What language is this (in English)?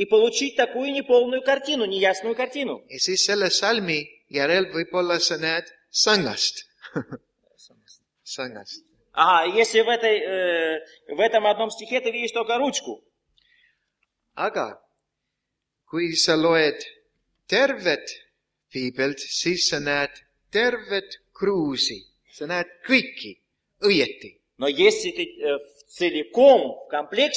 Estonian